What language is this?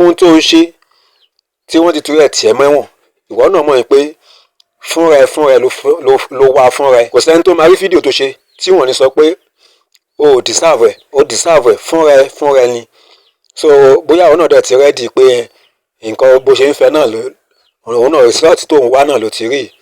Yoruba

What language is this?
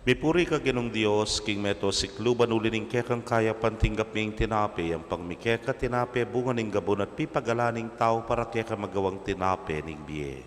Pampanga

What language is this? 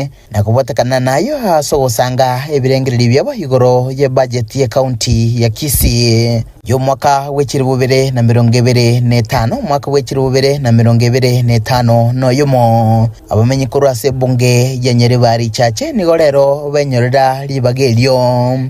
Gusii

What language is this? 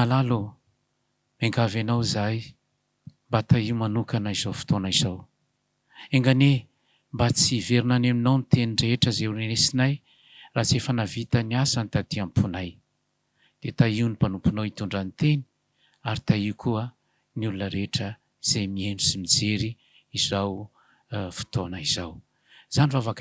Malagasy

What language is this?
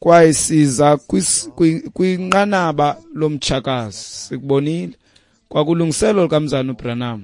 Xhosa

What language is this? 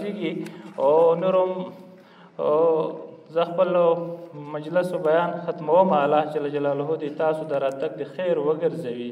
Pashto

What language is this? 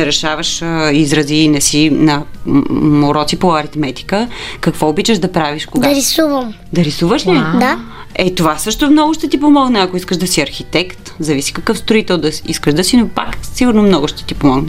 Bulgarian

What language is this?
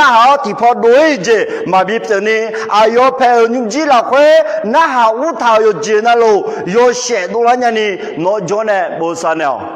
Akha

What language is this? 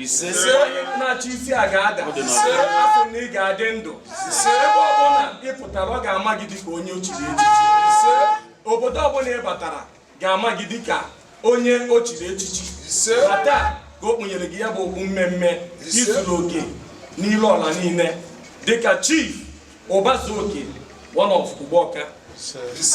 Igbo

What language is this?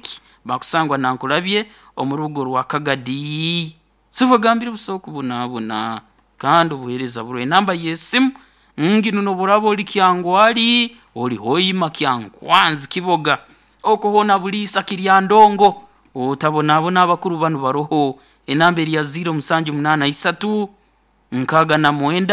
Nyoro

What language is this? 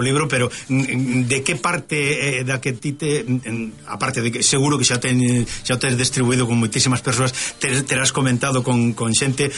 Galician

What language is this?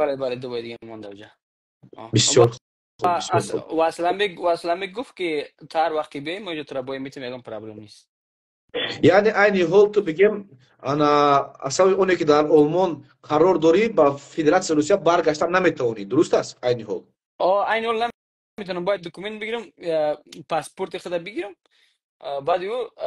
Persian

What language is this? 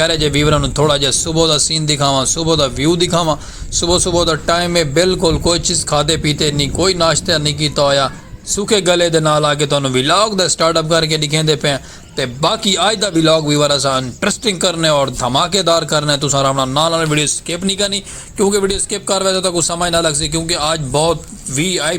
Saraiki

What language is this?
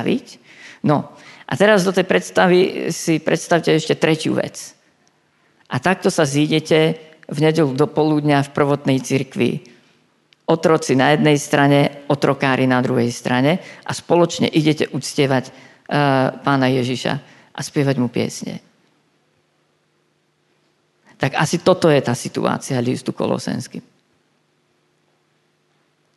Slovak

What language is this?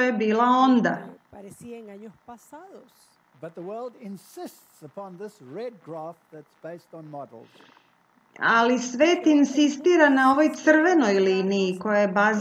Serbian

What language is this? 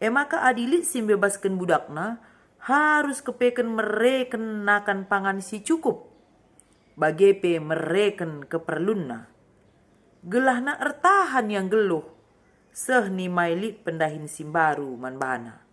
Batak Karo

